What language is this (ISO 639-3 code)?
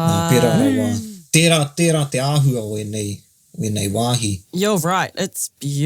mri